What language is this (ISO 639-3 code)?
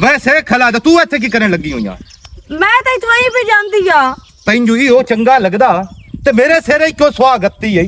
lah